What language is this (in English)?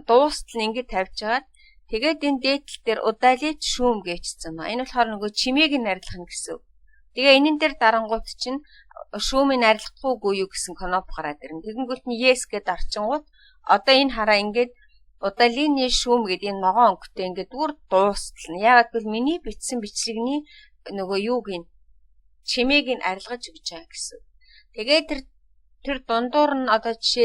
Mongolian